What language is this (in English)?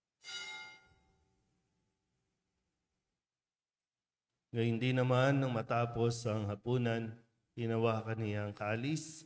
Filipino